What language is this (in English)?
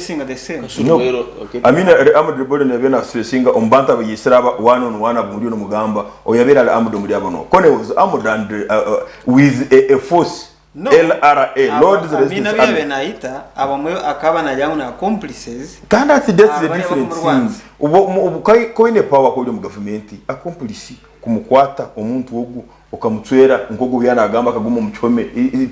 Nyankole